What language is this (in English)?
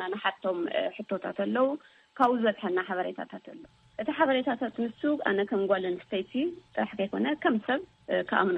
Tigrinya